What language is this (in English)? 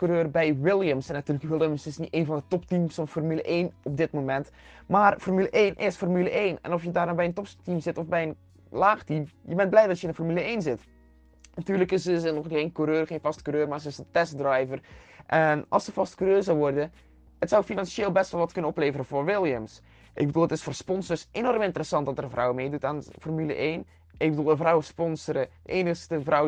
Dutch